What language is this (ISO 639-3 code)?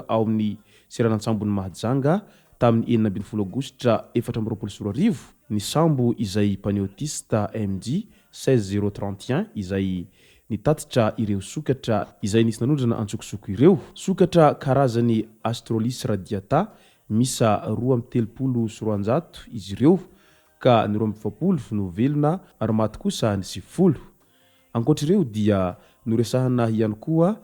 mlg